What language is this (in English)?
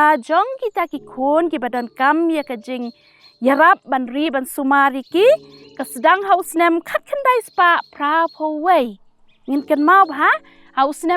Khasi